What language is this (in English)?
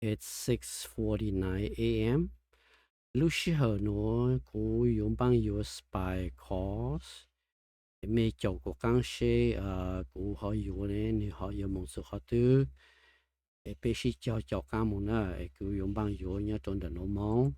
Hmong